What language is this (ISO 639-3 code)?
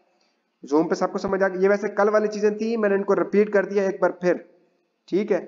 hin